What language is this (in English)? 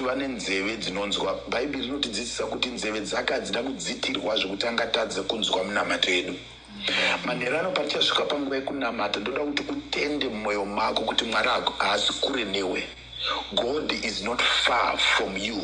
Shona